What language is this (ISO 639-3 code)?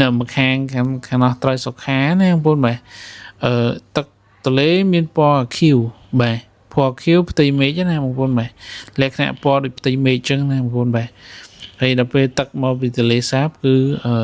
khm